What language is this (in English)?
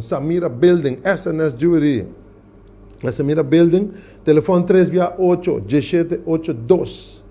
Papiamento